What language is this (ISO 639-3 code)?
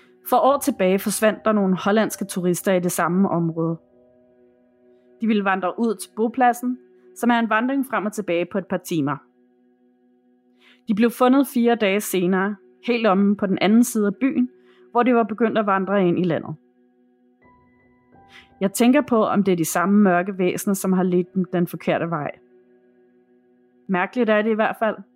dan